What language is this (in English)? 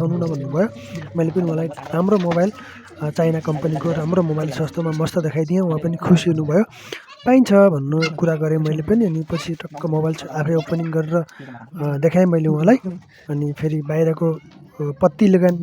Nepali